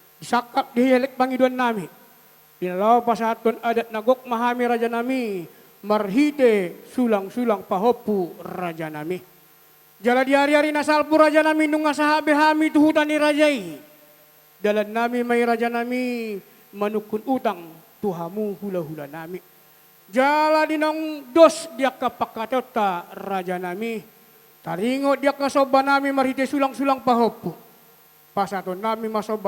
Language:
Batak Toba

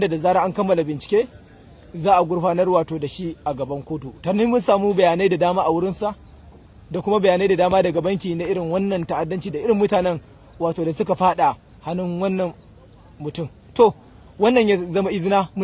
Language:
Hausa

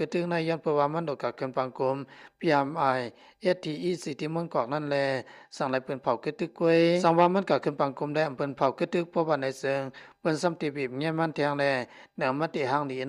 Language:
Lao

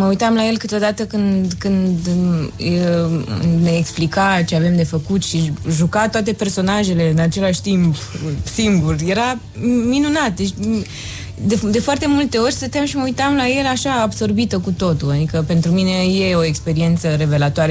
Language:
Romanian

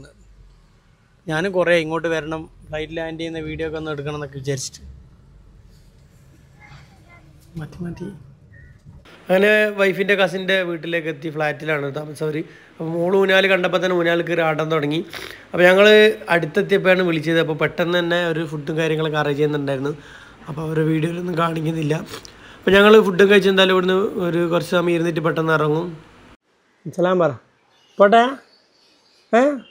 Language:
Malayalam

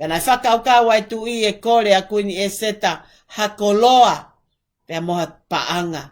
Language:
Tongan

